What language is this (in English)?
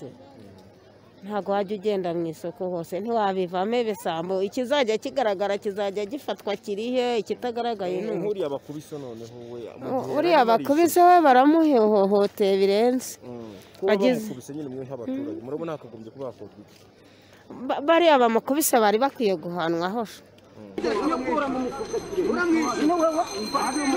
Kinyarwanda